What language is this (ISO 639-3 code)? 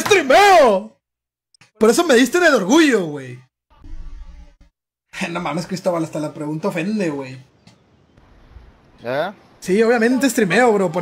spa